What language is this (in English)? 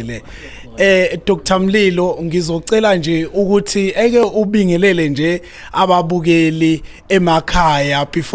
Zulu